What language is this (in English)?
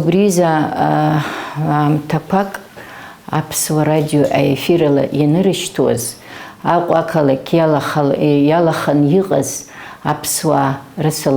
Abkhazian